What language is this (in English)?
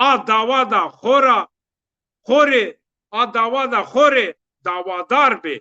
Zaza